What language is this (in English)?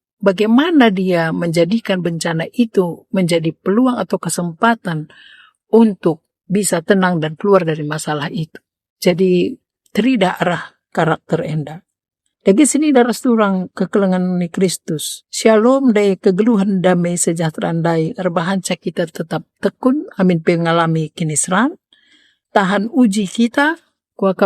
Batak Karo